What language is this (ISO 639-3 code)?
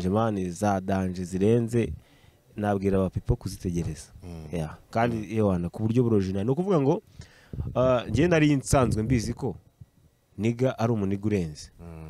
kin